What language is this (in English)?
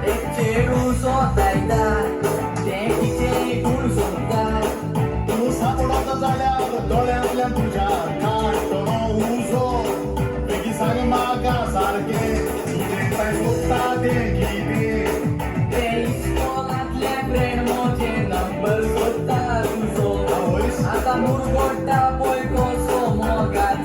Konkani